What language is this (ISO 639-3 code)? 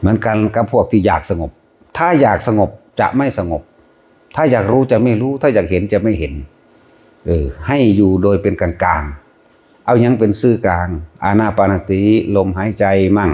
tts